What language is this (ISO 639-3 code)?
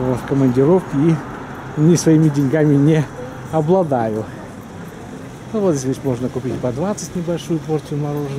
rus